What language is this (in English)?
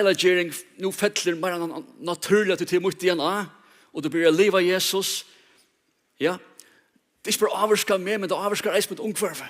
Faroese